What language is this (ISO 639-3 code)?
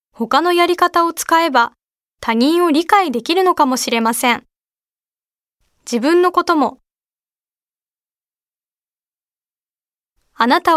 jpn